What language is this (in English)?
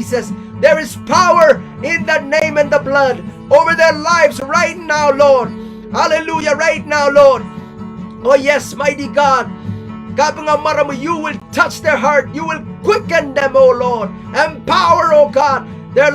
Pohnpeian